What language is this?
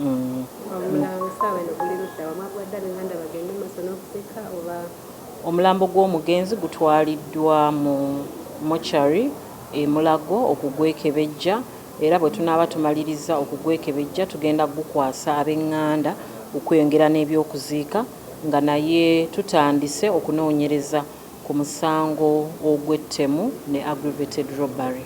Ganda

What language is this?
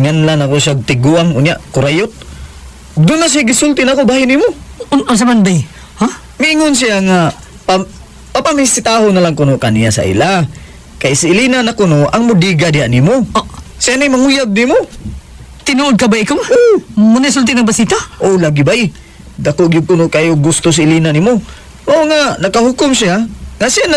Cebuano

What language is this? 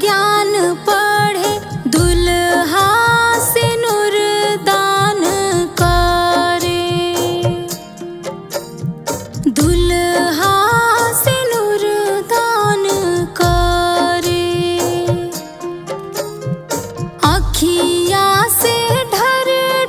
Bhojpuri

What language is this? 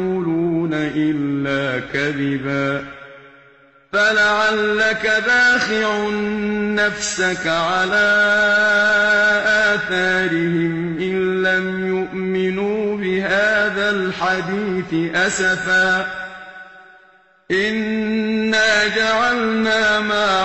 Arabic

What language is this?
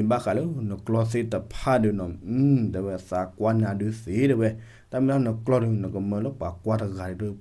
S'gaw Karen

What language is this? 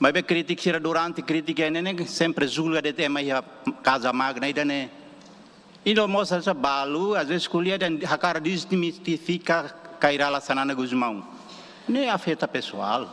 Tetum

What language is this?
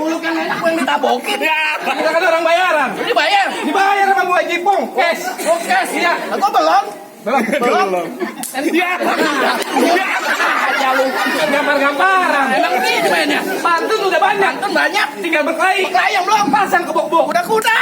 Betawi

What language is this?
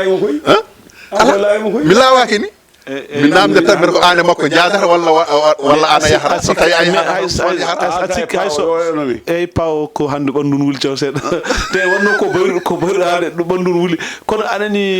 Fula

